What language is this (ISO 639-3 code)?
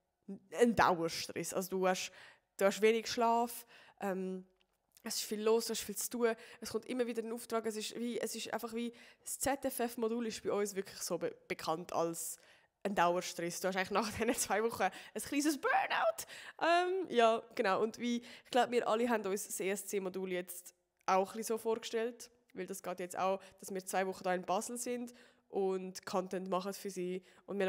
gsw